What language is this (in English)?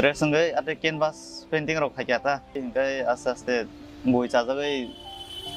Kok Borok